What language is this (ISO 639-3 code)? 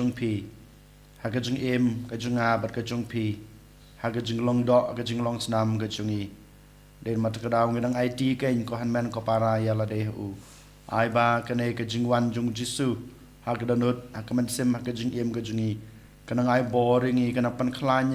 kha